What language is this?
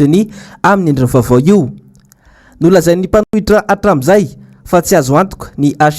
Malagasy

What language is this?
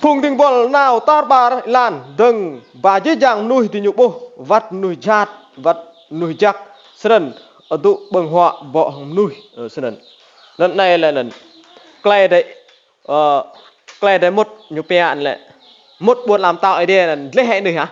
Rade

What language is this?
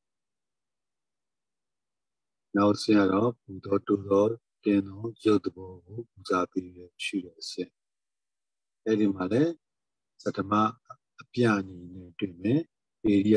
Burmese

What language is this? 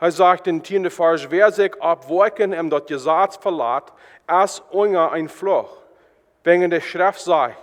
Plautdietsch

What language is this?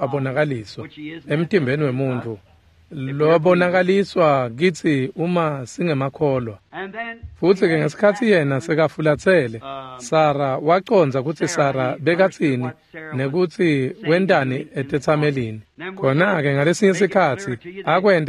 Swati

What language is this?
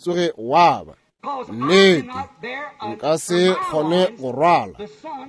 Northern Sotho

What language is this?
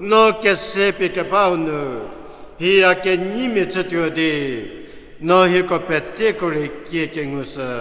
Angami Naga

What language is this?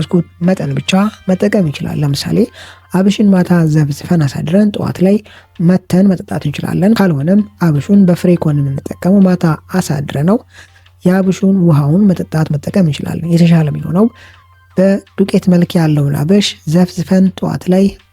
Amharic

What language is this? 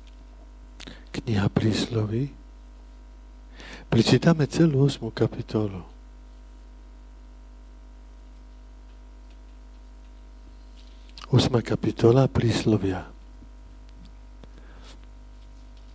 Slovak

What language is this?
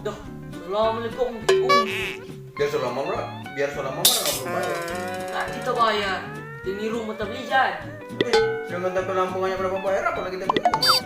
Manado Malay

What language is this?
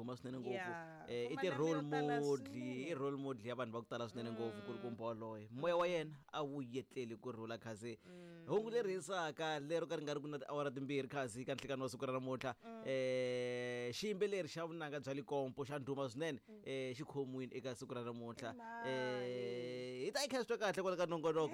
Tsonga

